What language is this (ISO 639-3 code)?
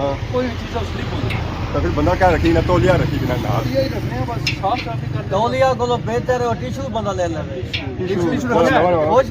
phr